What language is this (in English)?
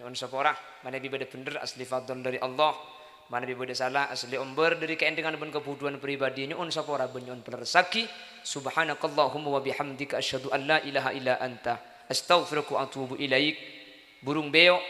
Madurese